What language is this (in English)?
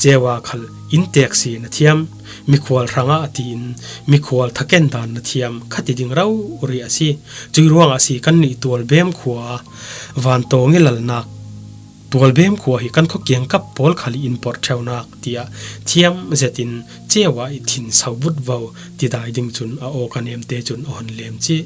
Falam Chin